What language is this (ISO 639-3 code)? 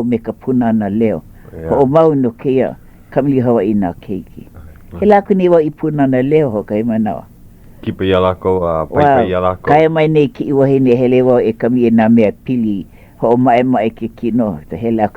haw